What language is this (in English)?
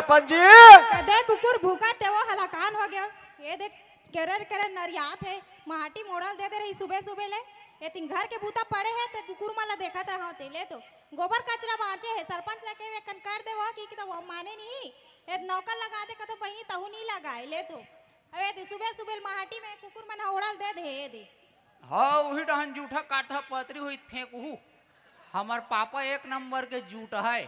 Chhattisgarhi